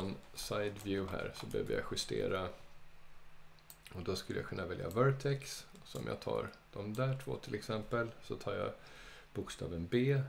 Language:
Swedish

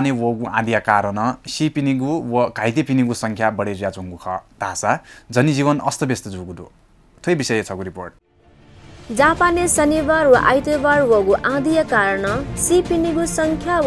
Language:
Newari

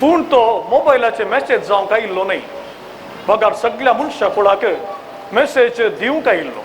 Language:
Konkani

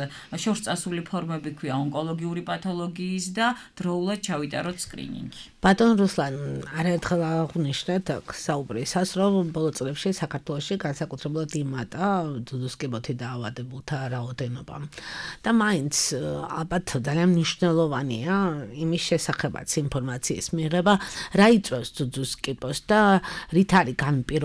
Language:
Georgian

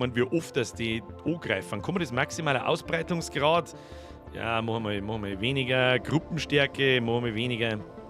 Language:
Bavarian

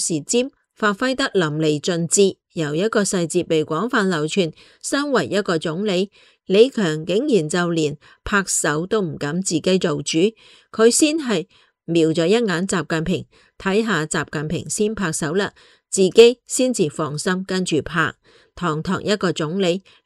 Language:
Cantonese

